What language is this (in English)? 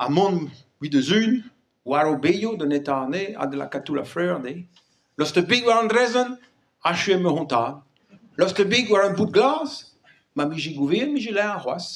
Breton